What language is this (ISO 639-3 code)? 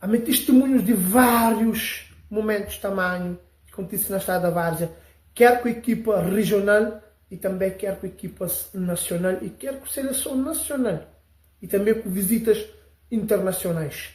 kea